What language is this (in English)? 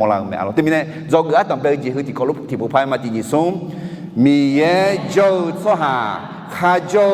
Akha